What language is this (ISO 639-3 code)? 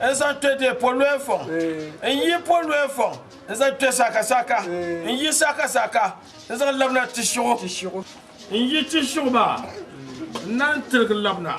dag